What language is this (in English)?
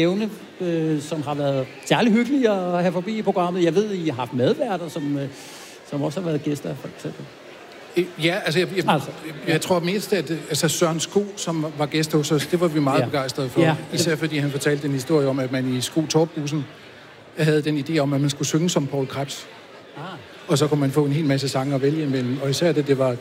Danish